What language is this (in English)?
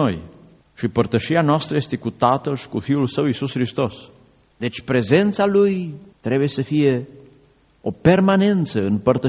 Romanian